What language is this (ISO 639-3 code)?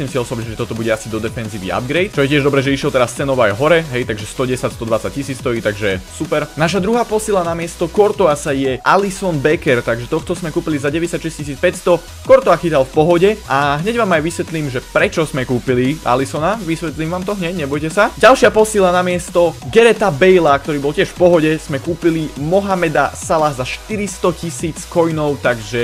slk